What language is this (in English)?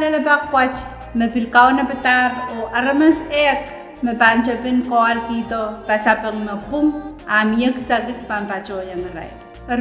Pohnpeian